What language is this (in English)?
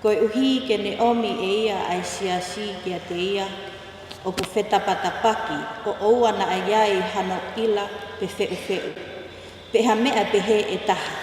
Tongan